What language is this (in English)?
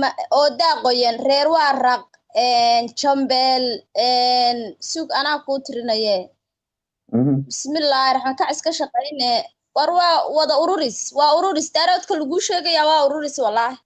Somali